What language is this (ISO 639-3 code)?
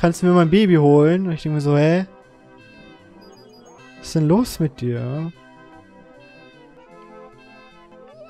deu